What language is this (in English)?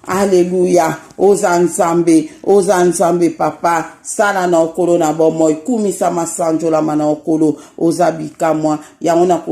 Lingala